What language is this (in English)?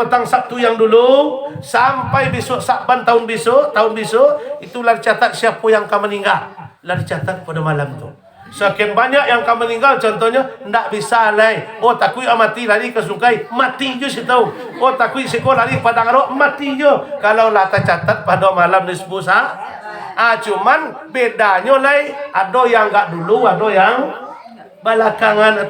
Minangkabau